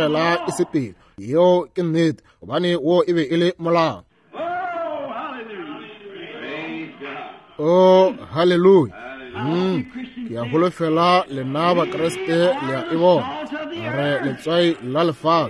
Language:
Northern Sotho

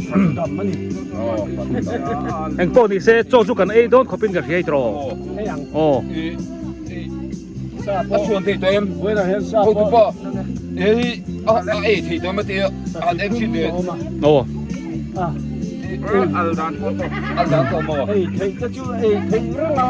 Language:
Biete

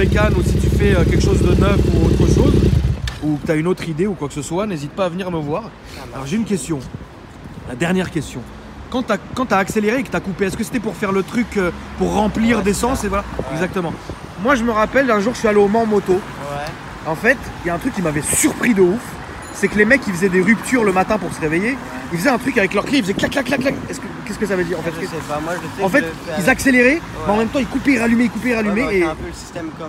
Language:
French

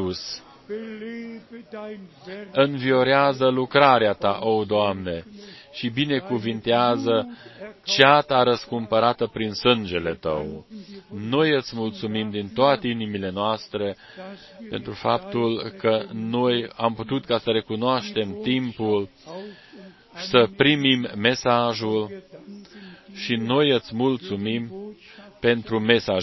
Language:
Romanian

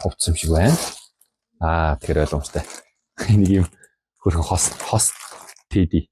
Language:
Mongolian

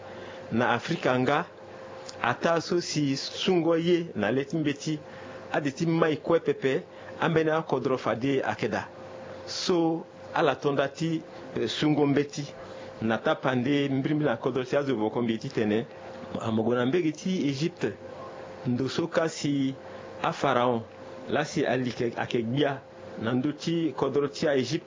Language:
Sango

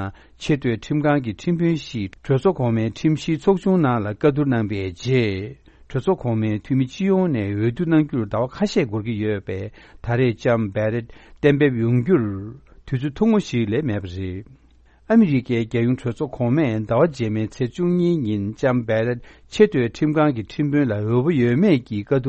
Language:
Tibetan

